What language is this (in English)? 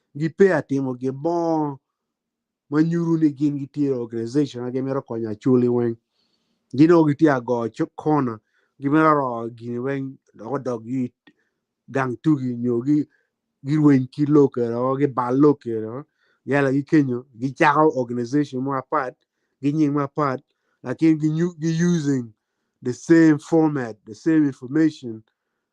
Acoli